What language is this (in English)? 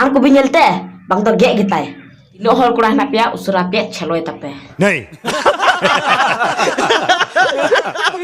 Santali